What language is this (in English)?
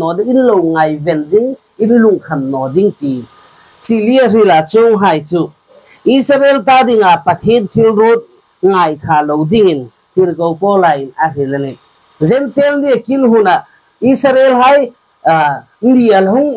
Hmar